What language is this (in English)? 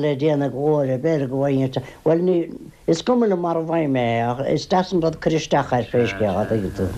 Irish